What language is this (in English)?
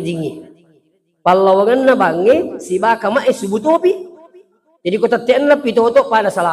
Buginese